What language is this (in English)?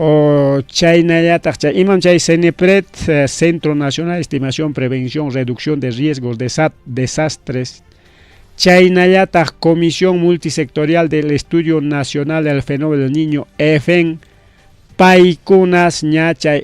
Ayacucho Quechua